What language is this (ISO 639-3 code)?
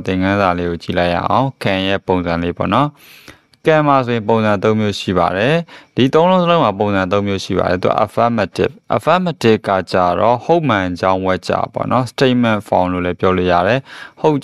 mya